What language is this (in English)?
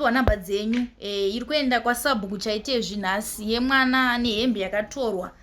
Shona